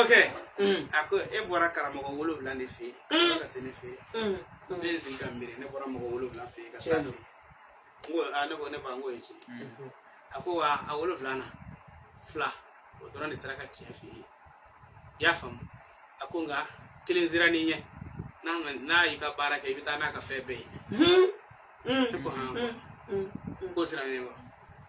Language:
Bambara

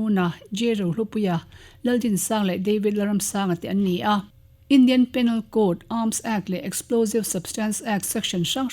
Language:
Mizo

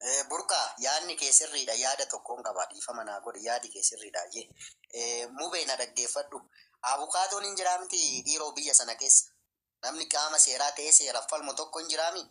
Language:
Oromo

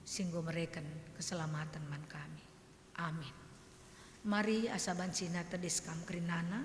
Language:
Batak Karo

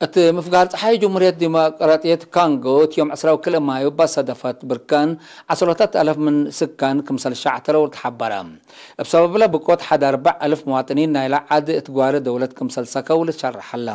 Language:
Tigre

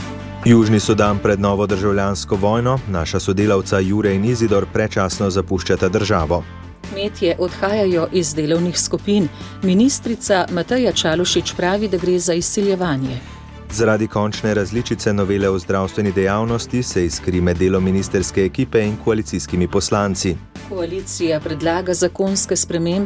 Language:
Slovenian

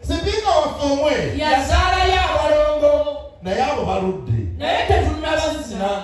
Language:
Ganda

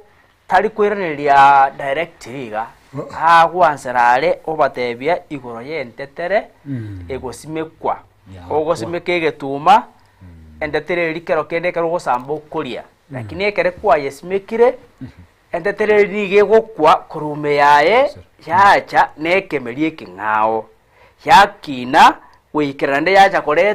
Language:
Gusii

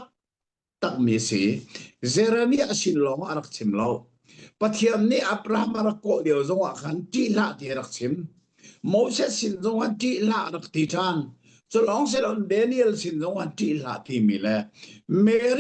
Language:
Hakha Chin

